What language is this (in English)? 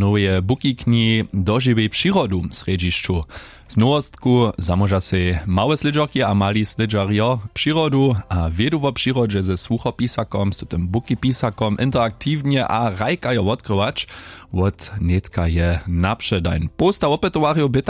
Upper Sorbian